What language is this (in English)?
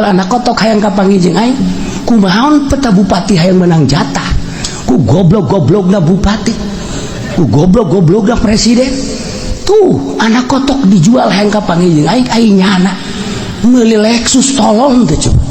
Sundanese